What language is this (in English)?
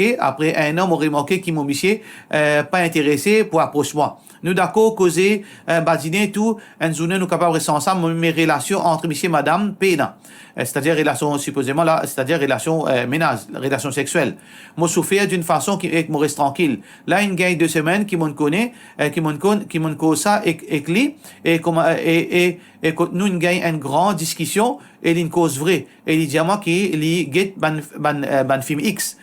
Morisyen